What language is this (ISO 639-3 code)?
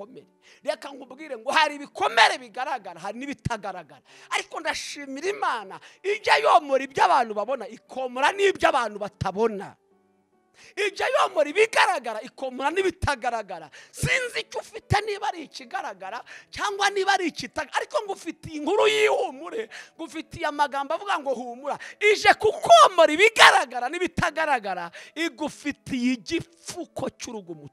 kin